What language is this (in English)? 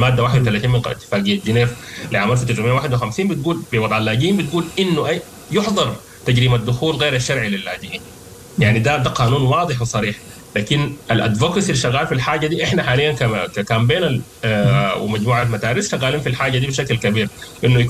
Sudanese Arabic